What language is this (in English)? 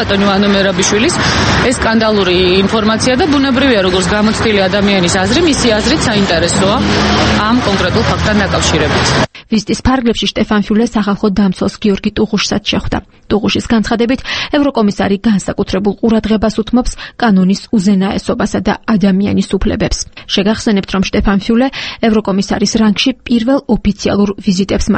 Georgian